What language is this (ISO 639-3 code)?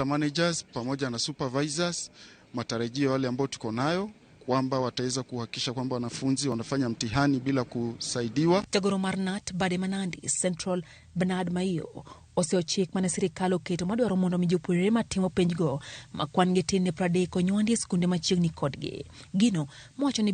luo